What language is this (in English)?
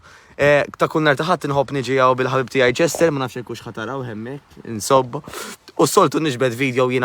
Maltese